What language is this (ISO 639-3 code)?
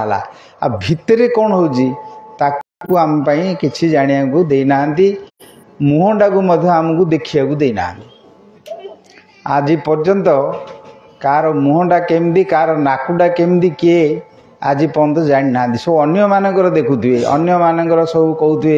ori